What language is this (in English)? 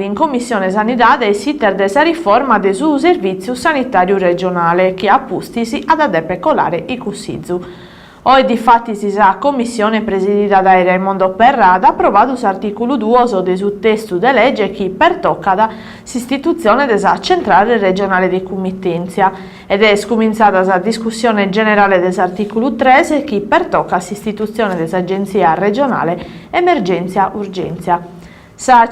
Sardinian